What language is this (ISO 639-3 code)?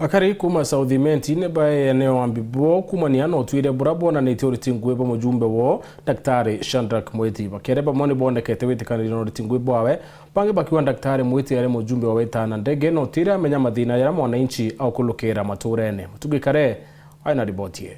mer